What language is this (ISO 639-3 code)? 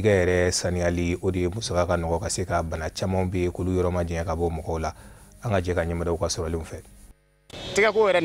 bam